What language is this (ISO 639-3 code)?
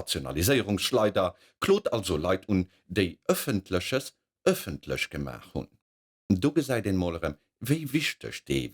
ltz